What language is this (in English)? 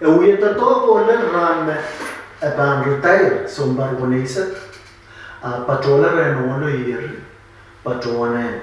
Pohnpeian